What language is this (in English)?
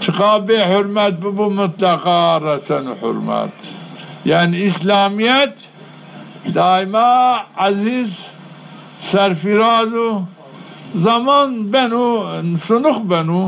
Zaza